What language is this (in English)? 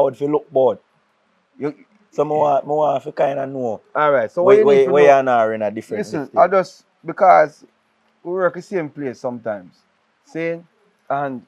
Jamaican Creole English